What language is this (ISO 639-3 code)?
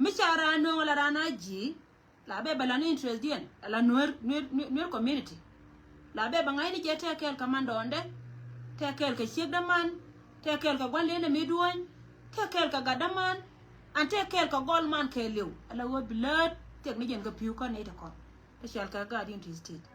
nus